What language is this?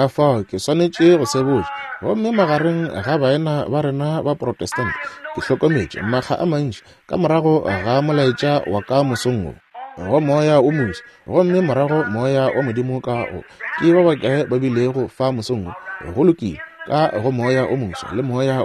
Northern Sotho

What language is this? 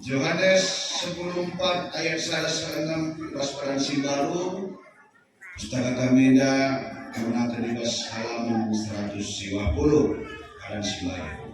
Batak Karo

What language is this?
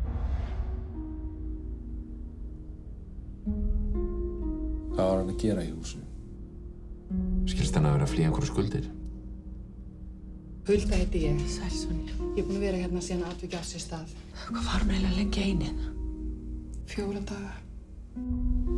Icelandic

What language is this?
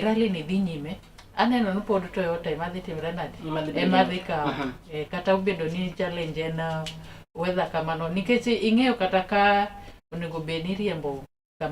Luo (Kenya and Tanzania)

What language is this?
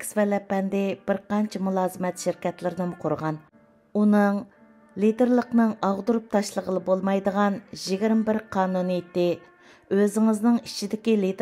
Uyghur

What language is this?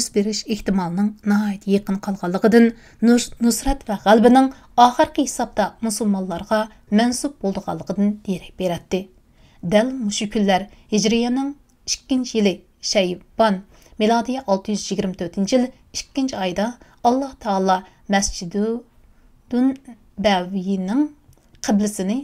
Uyghur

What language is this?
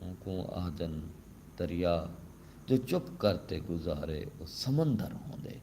Saraiki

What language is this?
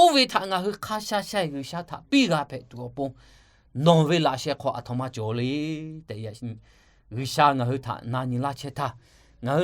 Lahu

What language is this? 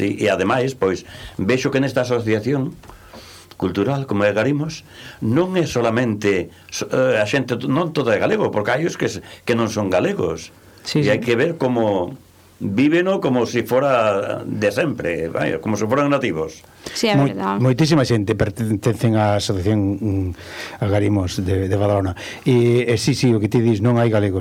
Galician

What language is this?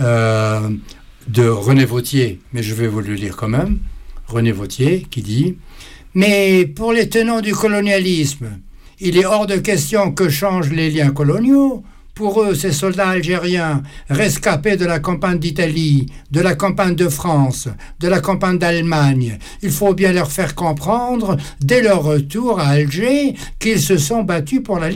French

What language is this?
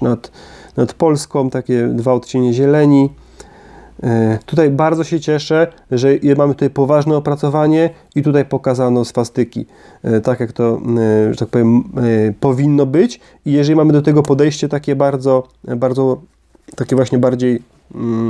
Polish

